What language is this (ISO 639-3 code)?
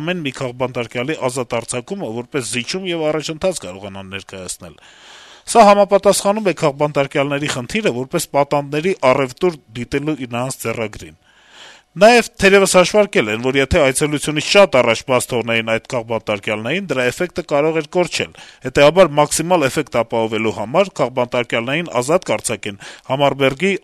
hye